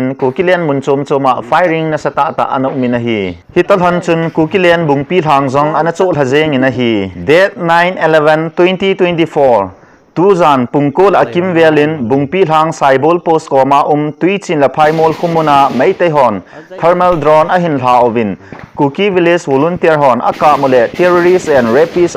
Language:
Thado Chin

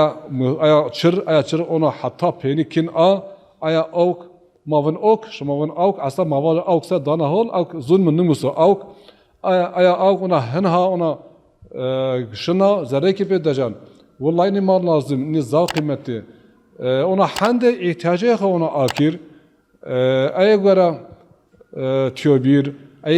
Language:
Zaza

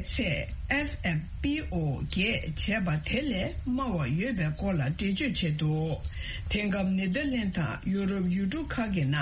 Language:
Tibetan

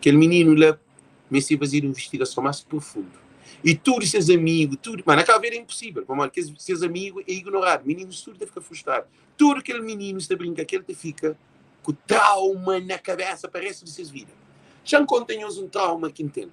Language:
Kabuverdianu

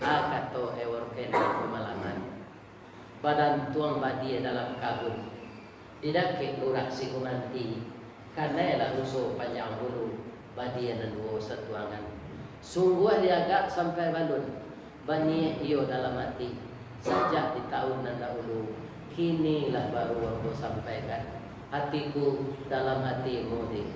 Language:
Minangkabau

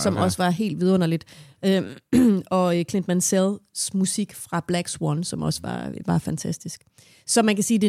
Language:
Danish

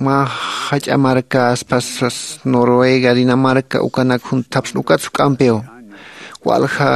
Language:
Aymara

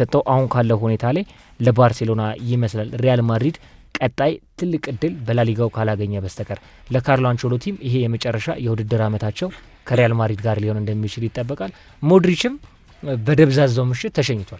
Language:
Amharic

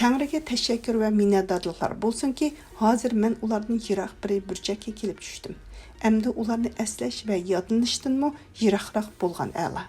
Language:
Uyghur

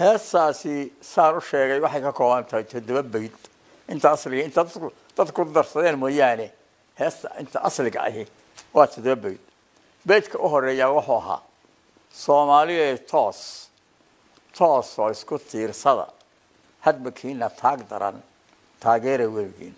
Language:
Somali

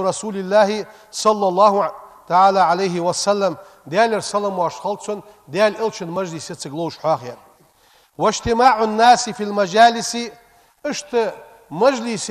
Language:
Ingush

